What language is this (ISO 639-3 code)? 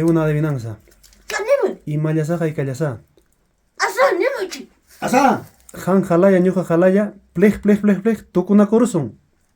quy